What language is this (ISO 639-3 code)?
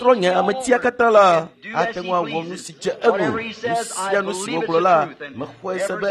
ewe